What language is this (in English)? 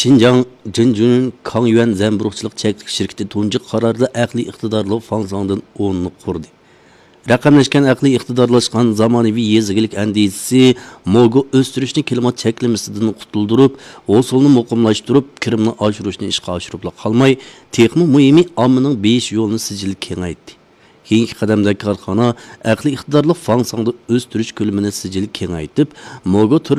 Uyghur